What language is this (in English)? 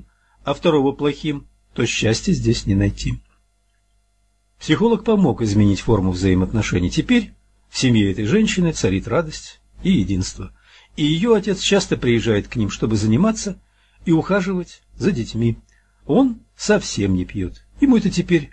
Russian